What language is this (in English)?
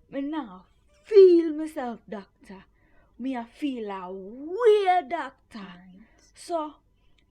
Jamaican Creole English